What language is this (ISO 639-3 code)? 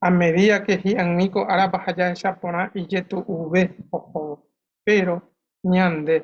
grn